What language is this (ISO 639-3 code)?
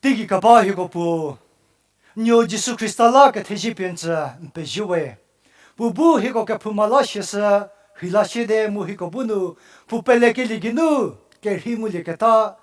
njm